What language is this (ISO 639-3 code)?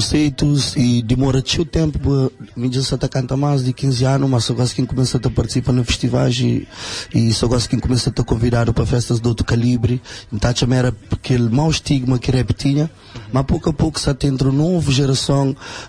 kea